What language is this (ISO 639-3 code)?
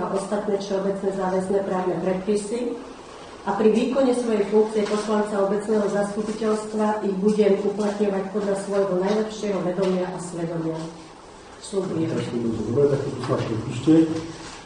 slk